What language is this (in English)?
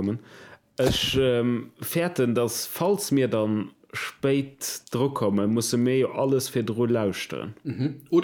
Luxembourgish